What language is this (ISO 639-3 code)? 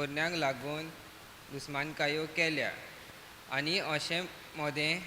kok